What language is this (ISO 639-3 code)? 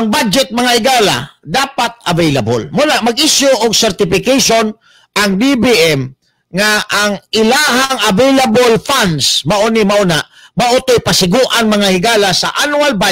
ceb